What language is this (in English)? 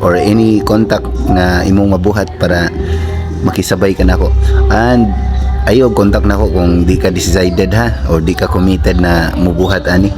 Cebuano